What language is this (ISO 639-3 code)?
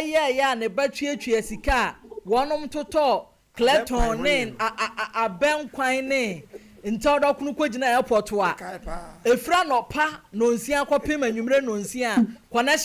aka